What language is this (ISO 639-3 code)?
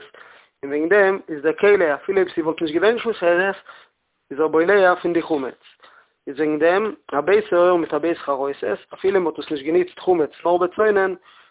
yid